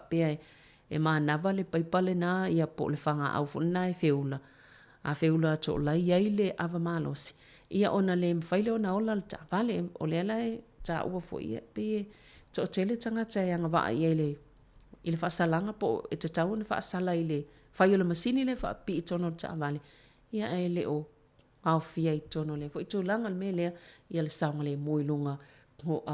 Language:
Samoan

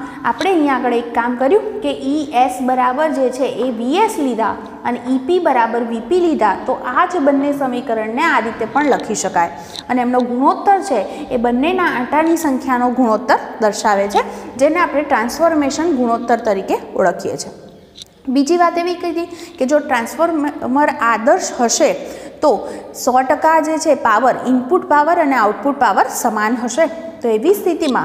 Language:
Gujarati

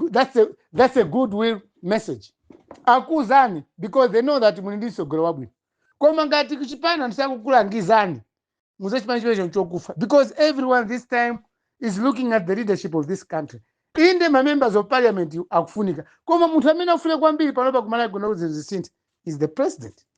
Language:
Nyanja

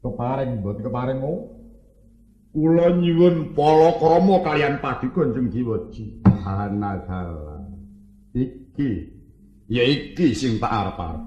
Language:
Javanese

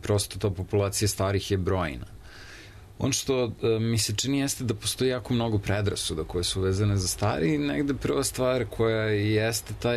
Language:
Serbian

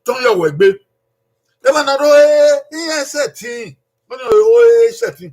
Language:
Bini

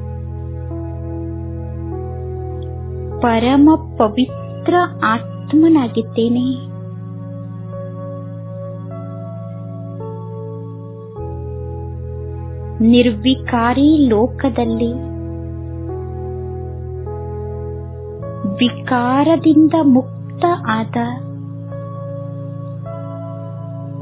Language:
Kannada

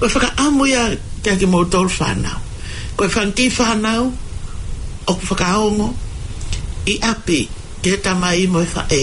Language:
Tongan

